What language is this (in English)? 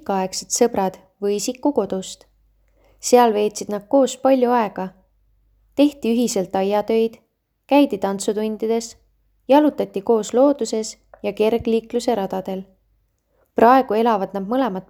Estonian